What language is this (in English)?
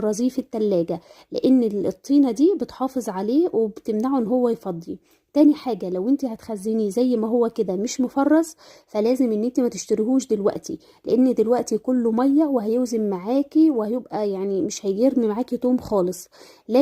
Egyptian Arabic